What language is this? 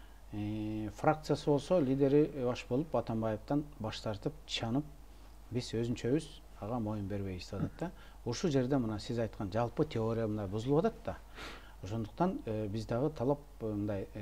Kyrgyz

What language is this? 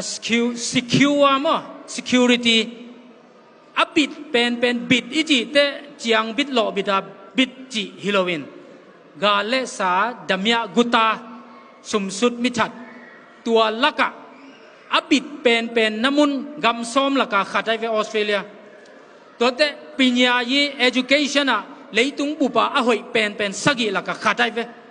Tedim Chin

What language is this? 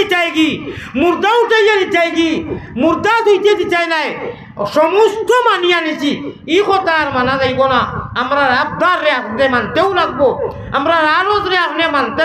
Sylheti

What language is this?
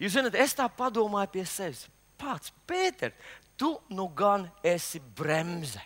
Latvian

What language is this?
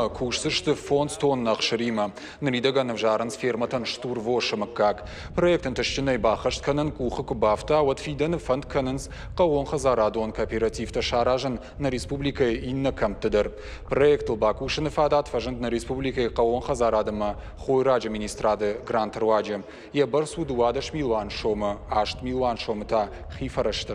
Ossetic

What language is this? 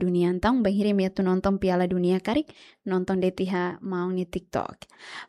Tetum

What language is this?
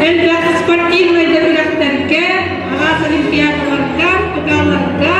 Yakut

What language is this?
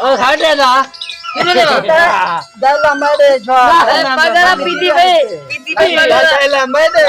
Saraiki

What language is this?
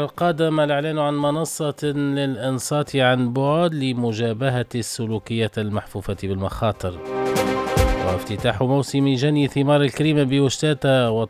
Arabic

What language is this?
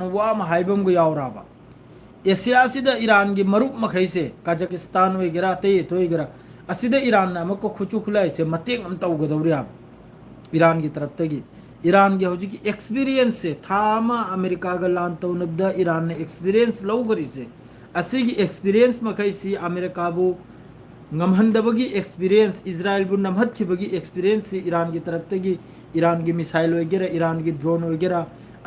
Manipuri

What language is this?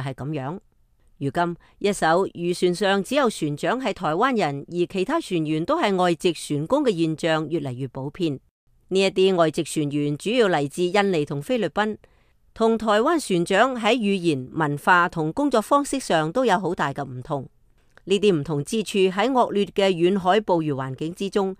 Cantonese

